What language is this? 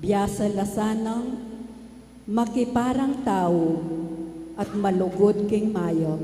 Pampanga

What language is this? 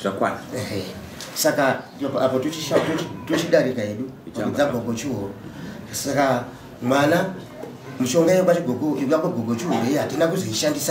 Shona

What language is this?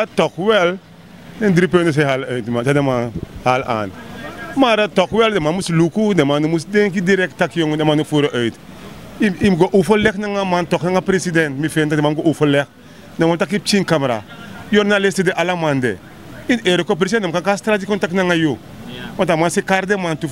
Sranan Tongo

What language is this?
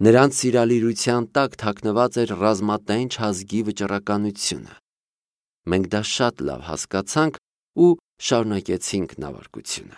Armenian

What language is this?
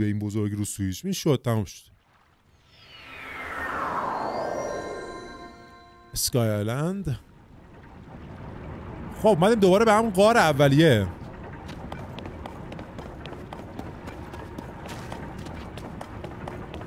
Persian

